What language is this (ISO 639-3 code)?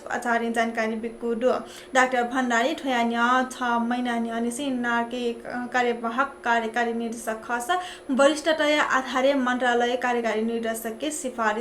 new